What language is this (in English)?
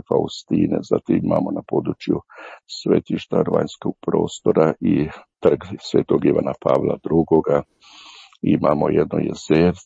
Croatian